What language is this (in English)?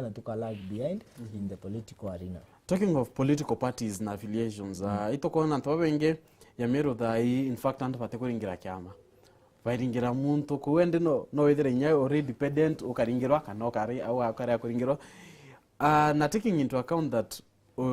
Meru